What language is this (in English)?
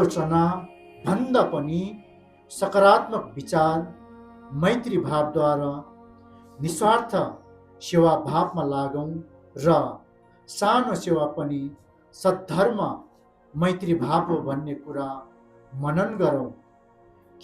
Nepali